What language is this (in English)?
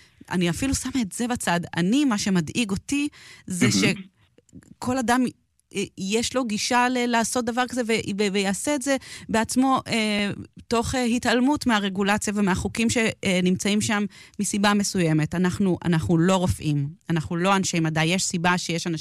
Hebrew